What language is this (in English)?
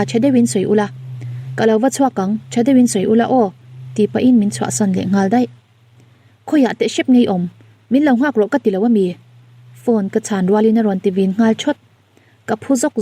Mizo